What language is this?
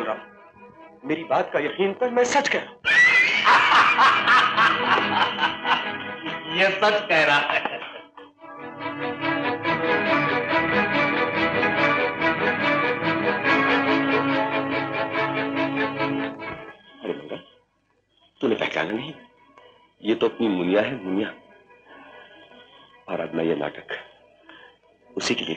Hindi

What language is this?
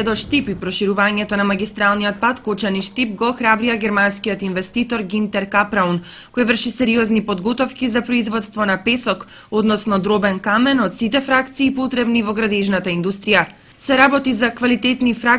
Macedonian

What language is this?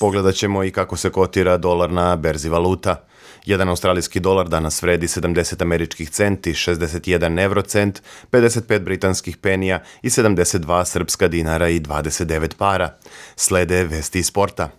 Serbian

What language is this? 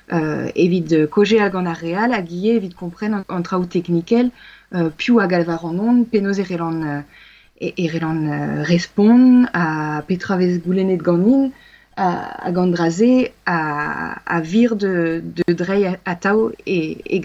Breton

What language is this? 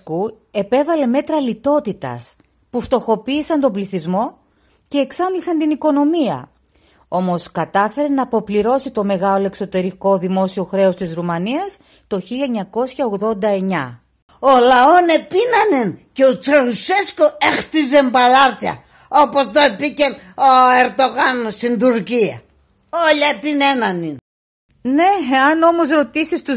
Pontic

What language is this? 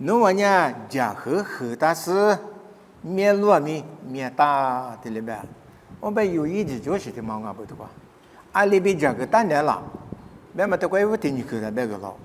Lisu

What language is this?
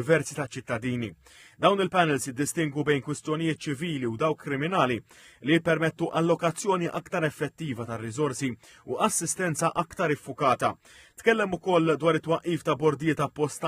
Maltese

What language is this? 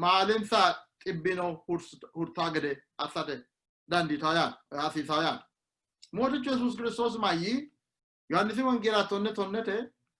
Sidamo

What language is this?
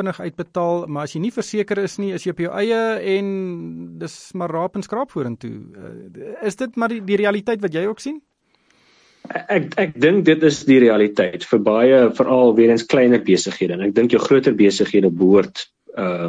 Afrikaans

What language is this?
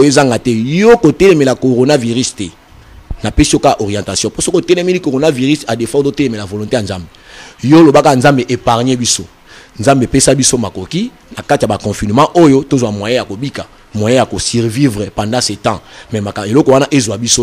Lingala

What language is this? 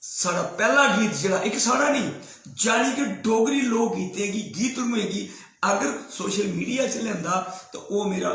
Dogri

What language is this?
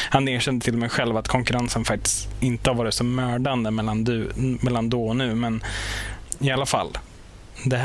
Swedish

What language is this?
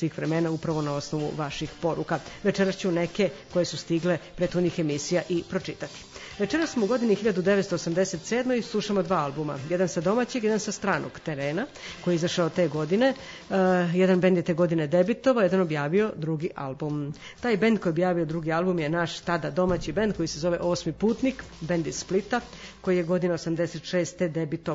Serbian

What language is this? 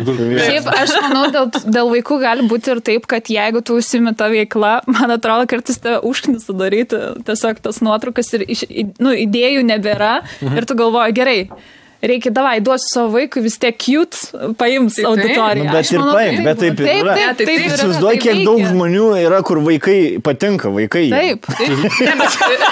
Lithuanian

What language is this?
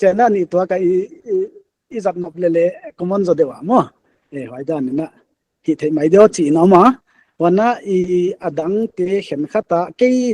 Paite Chin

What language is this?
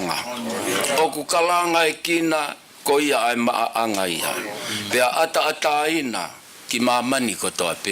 Tongan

